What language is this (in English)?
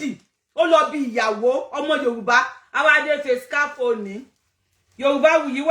Yoruba